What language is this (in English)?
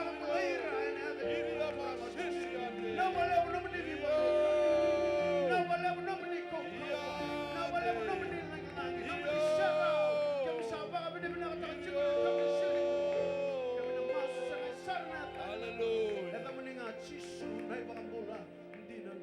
Fijian